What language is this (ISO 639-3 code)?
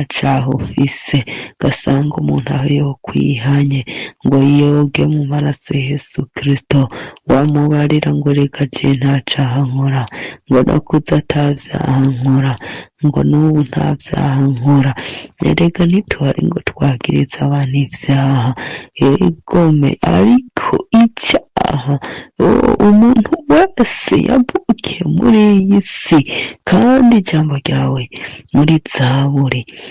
run